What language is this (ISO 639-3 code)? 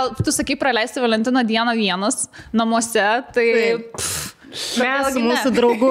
lit